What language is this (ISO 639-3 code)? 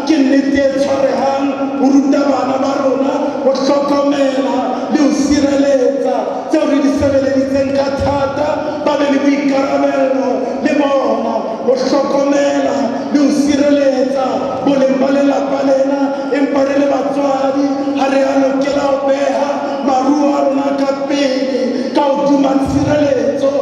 sot